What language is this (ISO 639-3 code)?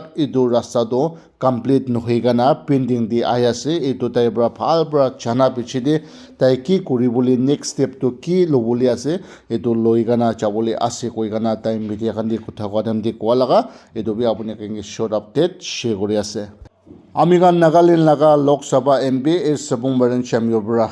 nag